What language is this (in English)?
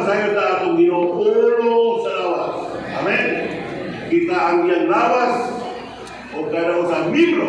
Cebuano